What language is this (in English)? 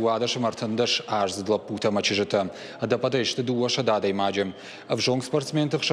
Ossetic